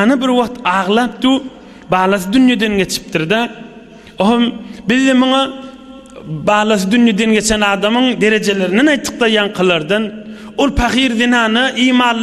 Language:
Turkmen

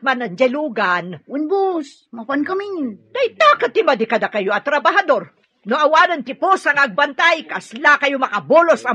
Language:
Iloko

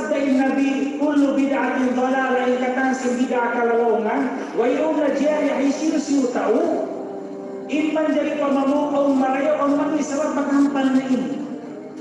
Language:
Tausug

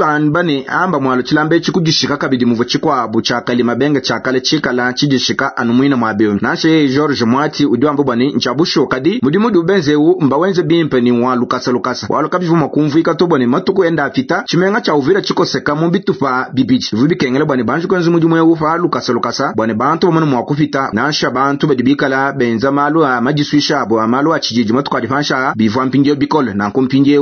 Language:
Luba-Lulua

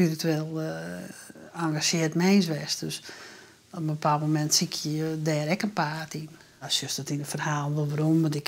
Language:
Western Frisian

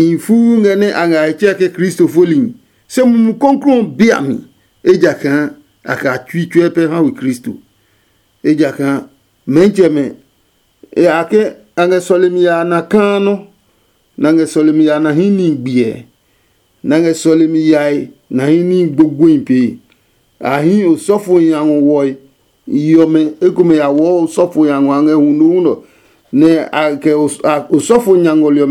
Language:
Adangme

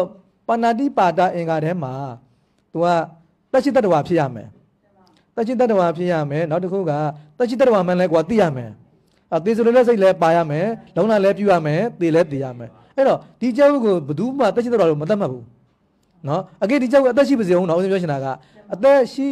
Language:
Burmese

